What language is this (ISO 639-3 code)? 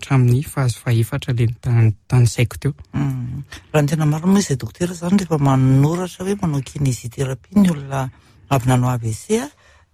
mlg